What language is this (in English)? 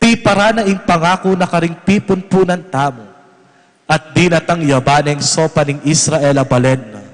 Pampanga